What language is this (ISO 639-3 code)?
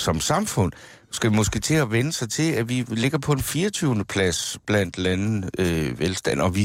dan